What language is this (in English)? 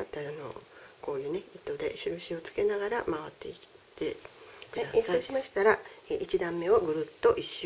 Japanese